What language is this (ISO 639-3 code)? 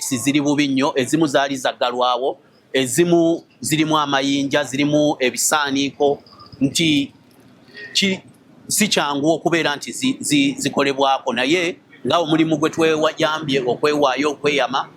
lug